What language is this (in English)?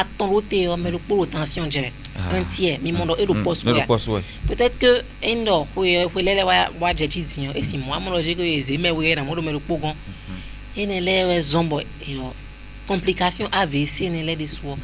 Fon